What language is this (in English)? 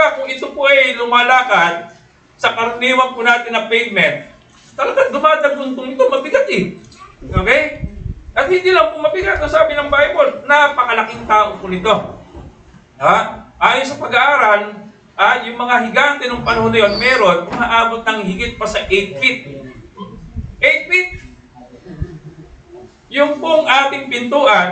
Filipino